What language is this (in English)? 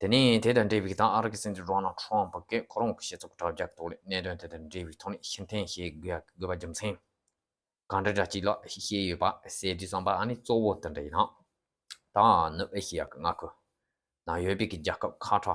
Tibetan